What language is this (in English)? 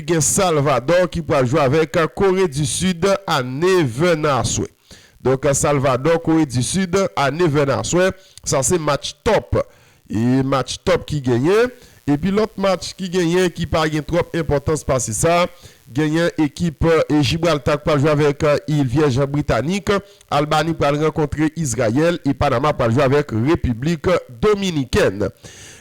Haitian Creole